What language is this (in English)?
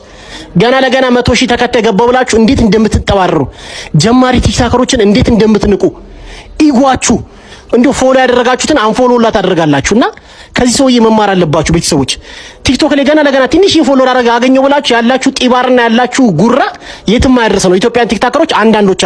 Amharic